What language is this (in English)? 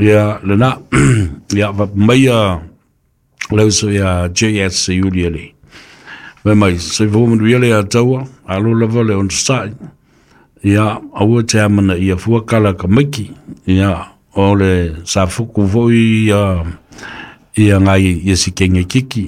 Samoan